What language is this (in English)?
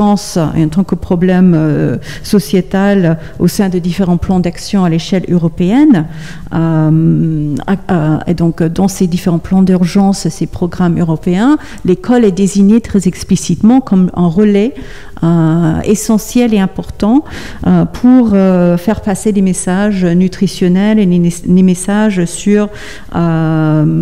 French